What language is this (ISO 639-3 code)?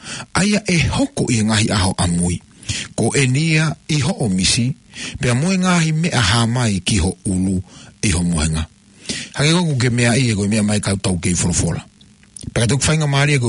ton